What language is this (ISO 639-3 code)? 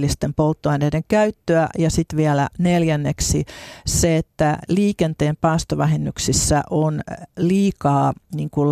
fin